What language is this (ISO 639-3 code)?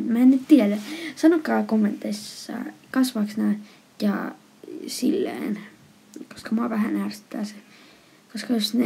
fin